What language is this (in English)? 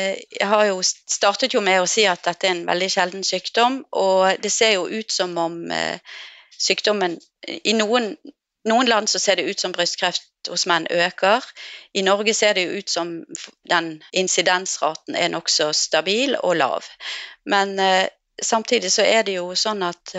Norwegian